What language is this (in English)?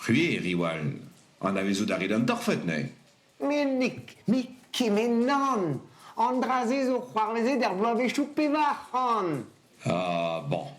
Breton